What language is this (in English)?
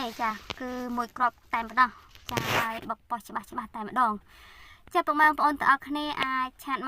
Khmer